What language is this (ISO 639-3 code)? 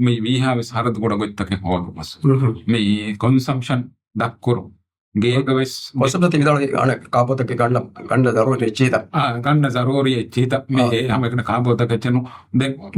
div